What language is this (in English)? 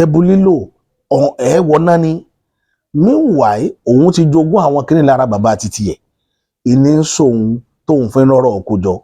Yoruba